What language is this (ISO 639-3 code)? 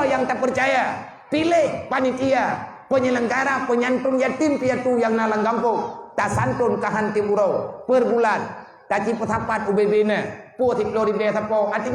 ace